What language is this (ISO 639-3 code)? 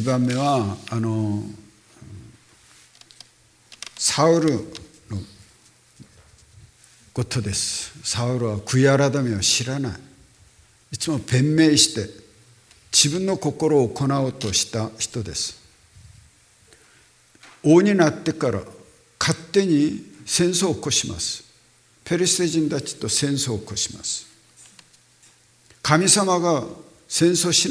jpn